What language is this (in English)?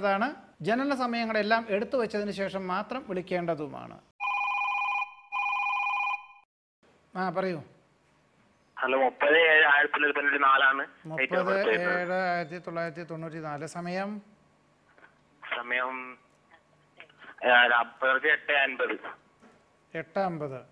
Malayalam